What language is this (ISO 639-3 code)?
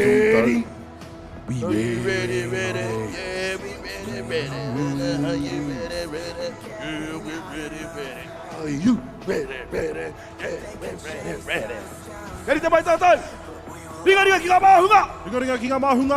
mri